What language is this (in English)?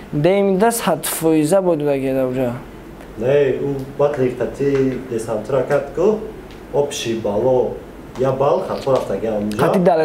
Tajik